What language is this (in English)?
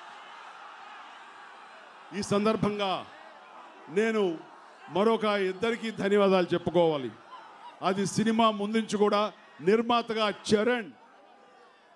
Telugu